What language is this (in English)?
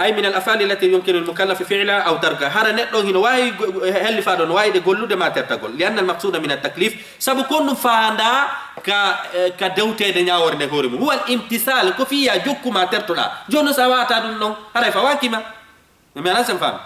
Fula